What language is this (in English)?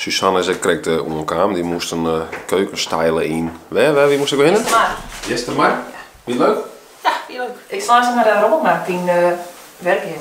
Western Frisian